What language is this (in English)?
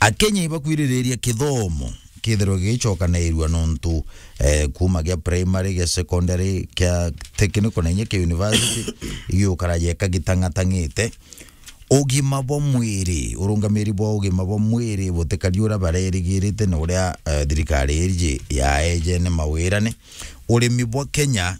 Meru